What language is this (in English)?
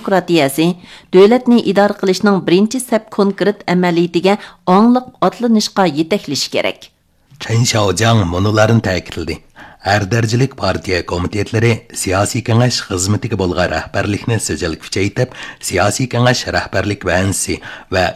Uyghur